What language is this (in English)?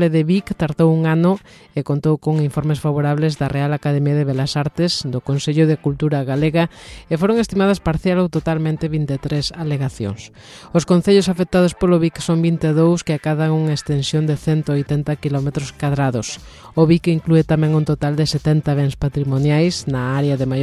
Galician